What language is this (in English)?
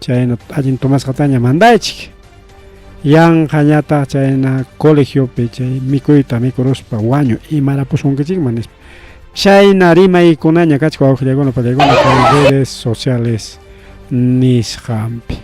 Ayacucho Quechua